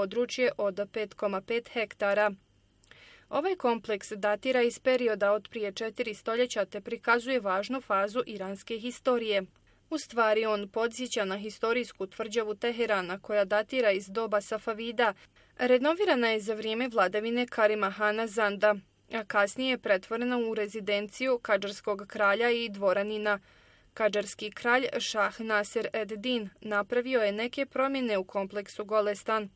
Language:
Bosnian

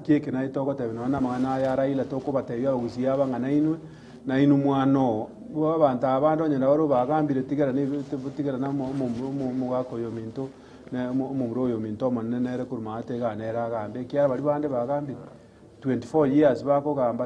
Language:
Gusii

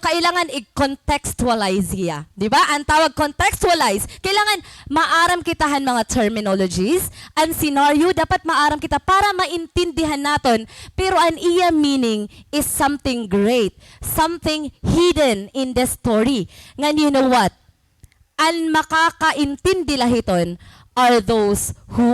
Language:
Waray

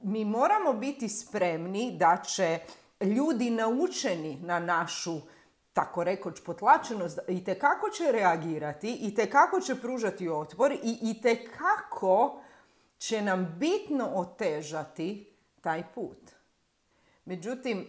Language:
Croatian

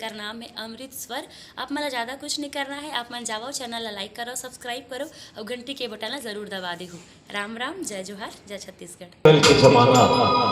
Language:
Chhattisgarhi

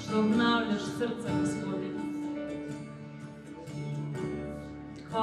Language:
Croatian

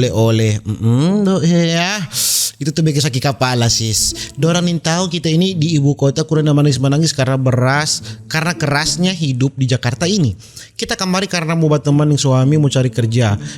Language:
Manado Malay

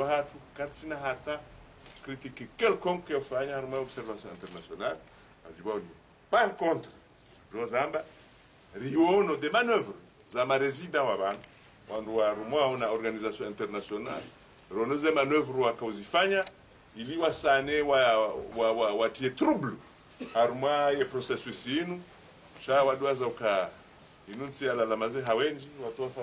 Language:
Ngazidja Comorian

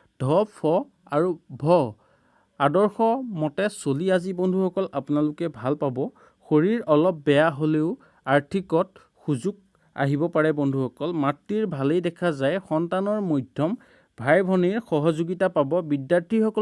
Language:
Assamese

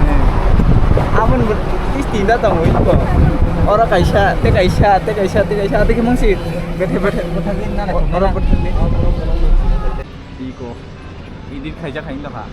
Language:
Kok Borok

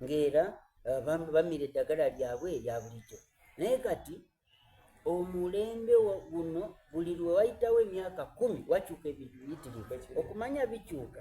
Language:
Soga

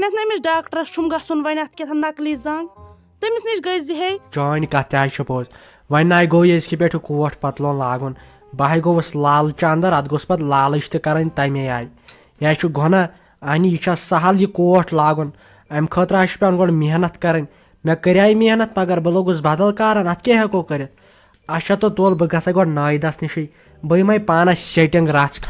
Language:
Kashmiri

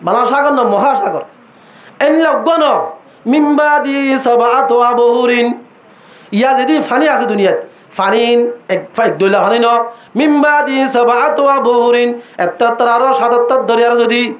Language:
Rohingya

